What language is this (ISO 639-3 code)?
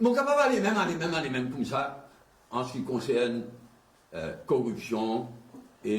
mfe